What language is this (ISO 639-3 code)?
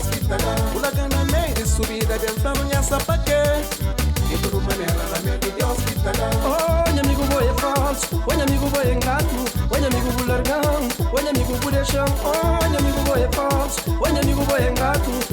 kea